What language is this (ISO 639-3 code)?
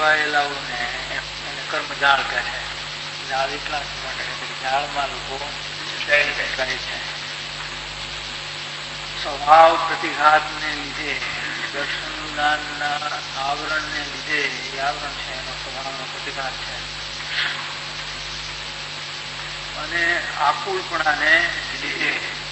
guj